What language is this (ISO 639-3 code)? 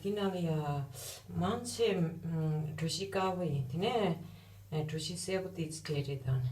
bod